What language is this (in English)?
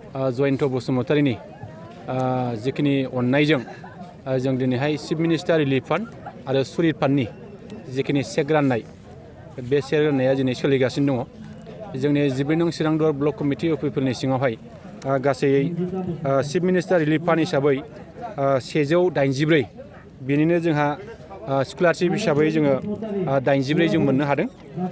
Bodo